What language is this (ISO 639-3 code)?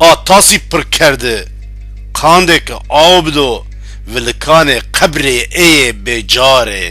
zza